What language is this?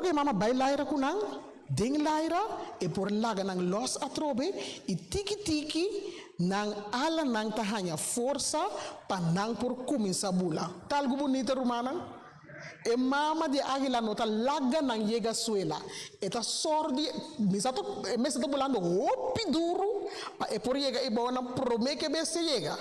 Papiamento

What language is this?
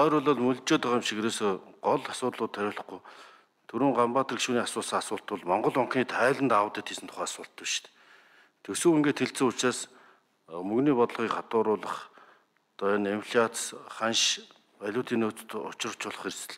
Mongolian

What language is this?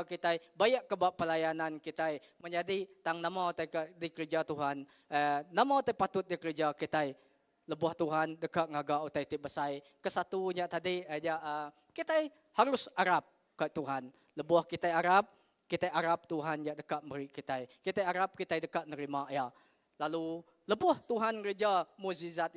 Iban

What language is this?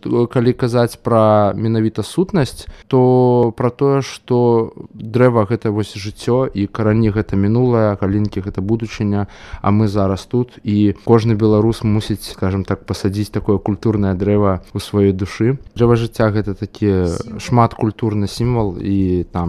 Belarusian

